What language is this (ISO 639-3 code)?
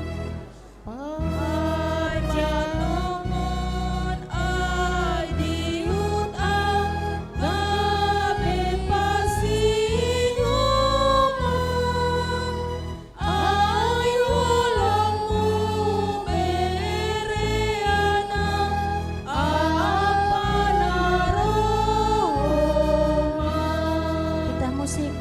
bts